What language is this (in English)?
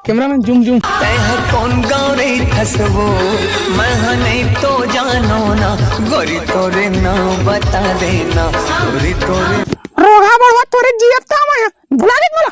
Chhattisgarhi